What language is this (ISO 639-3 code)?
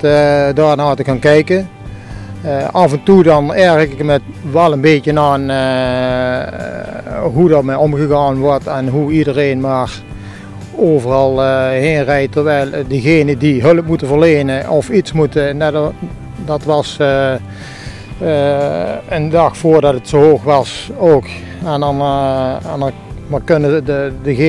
nld